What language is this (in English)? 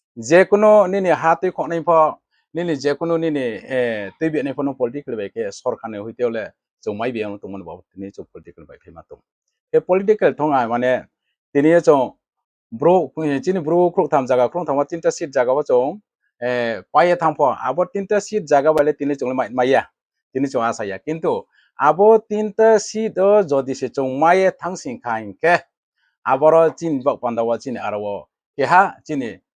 Riang (India)